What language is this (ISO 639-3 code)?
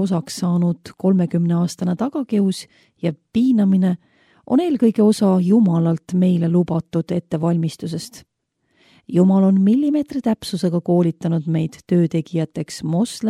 est